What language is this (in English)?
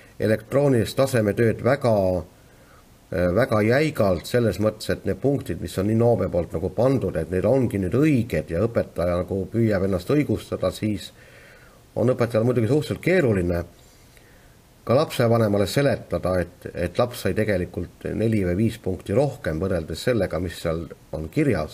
Estonian